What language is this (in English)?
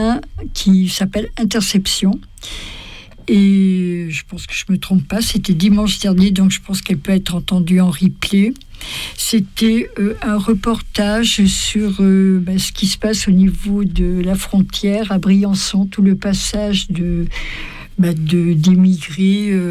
French